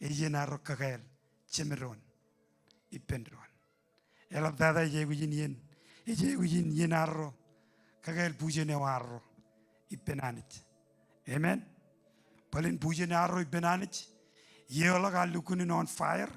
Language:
Marshallese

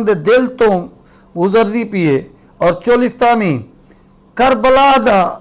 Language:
Saraiki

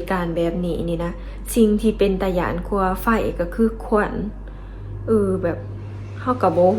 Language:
Lao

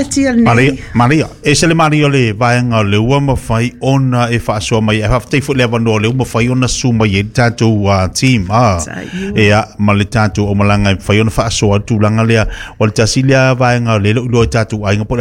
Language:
Samoan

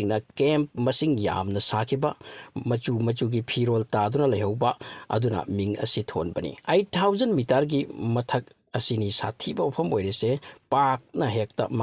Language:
Manipuri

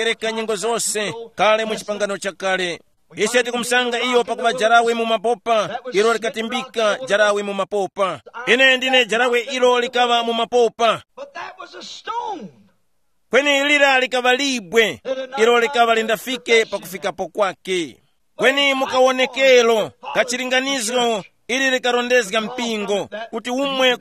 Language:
Tumbuka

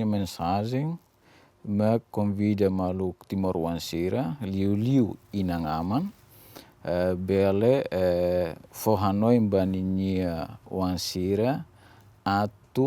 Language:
Tetum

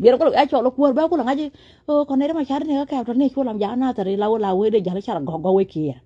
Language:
Nuer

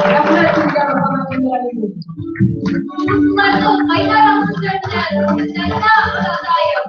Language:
Bashkir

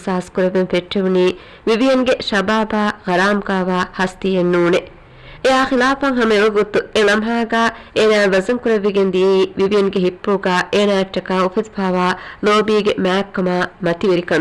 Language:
Divehi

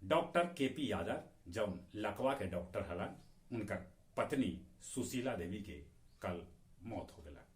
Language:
Magahi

